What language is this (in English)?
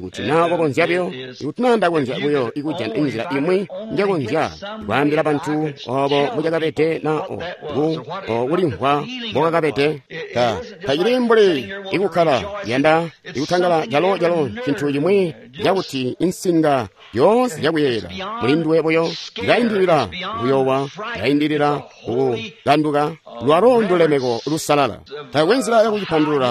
Tonga (Zambia)